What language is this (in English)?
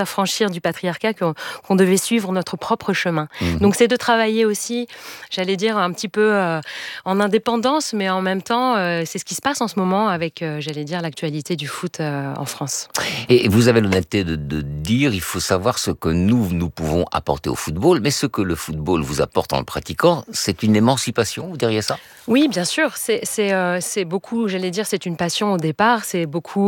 French